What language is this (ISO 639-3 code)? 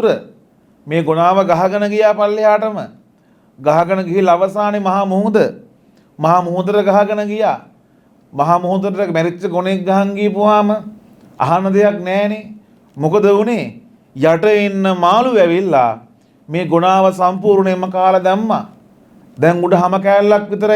sin